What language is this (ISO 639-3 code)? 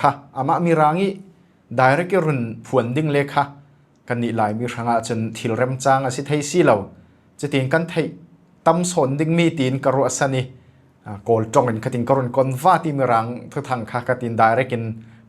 cfm